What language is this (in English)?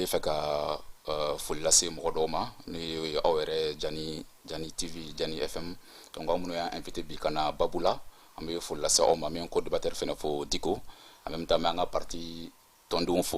Bambara